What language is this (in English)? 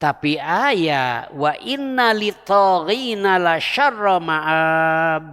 Sundanese